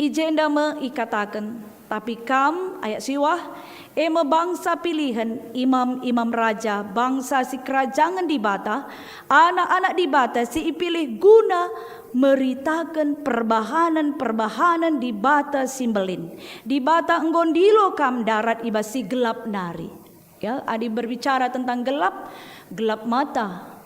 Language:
Batak Karo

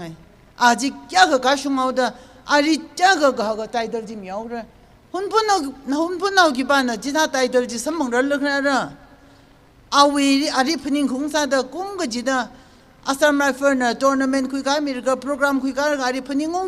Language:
Tangkhul Naga (India)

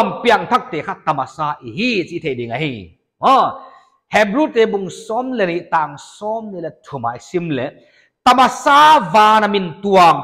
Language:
Paite Chin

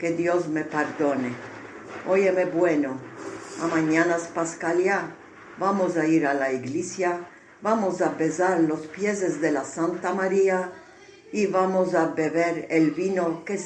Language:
Ladino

